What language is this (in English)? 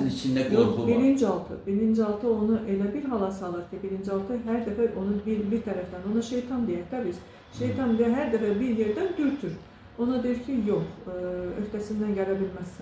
Azerbaijani